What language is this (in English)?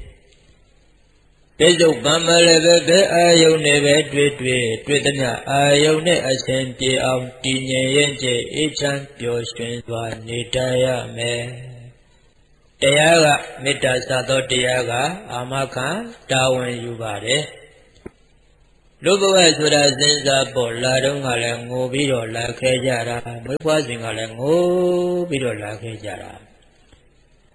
Burmese